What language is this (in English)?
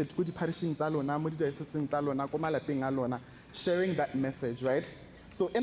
Tswana